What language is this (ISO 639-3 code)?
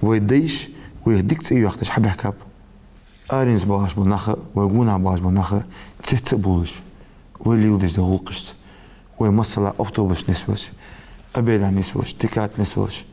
inh